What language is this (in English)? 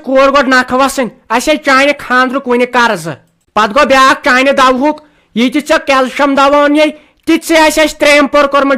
Kashmiri